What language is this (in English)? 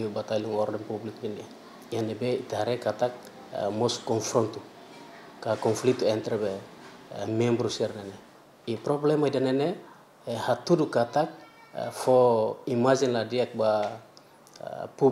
Tetum